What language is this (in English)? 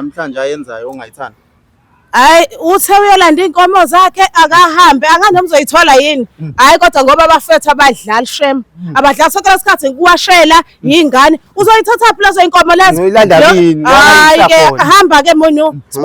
Zulu